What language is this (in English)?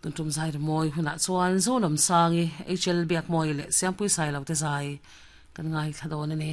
Mizo